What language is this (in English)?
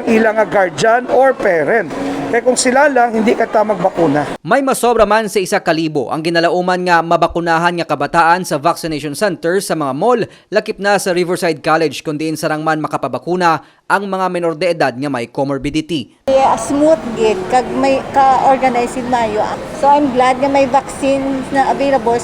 Hiligaynon